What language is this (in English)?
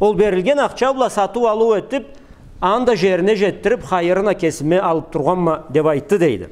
Karachay-Balkar